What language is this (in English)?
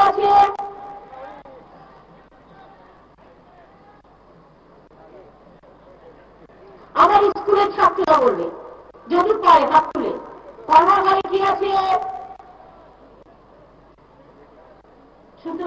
Bangla